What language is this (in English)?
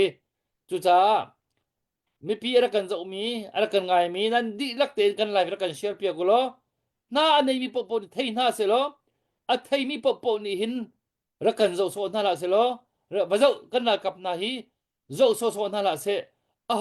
Hakha Chin